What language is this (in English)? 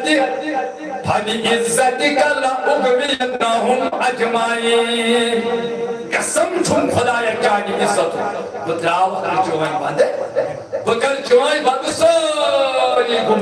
Kashmiri